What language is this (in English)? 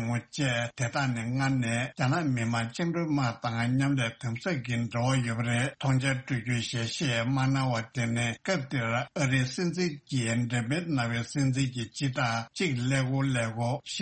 Tibetan